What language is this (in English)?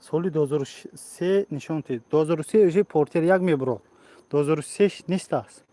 Tajik